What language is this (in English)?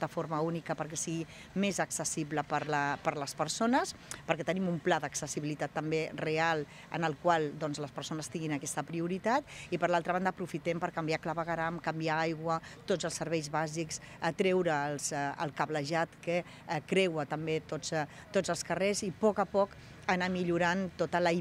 Catalan